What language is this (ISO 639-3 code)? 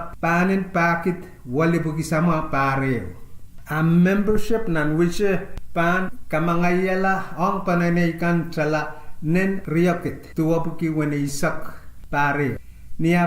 pon